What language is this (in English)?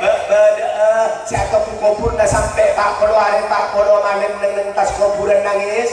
Madurese